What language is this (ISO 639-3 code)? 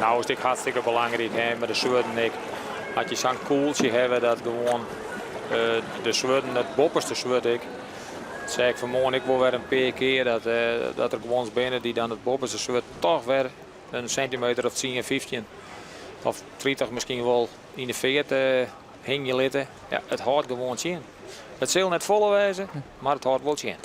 fry